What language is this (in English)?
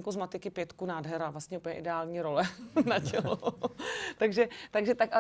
Czech